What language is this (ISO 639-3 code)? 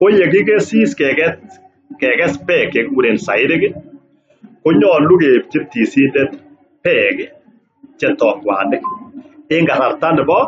kln